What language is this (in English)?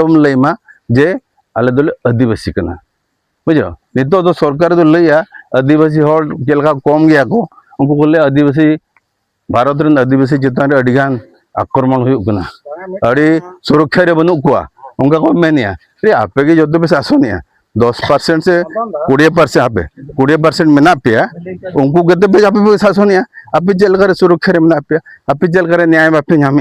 Santali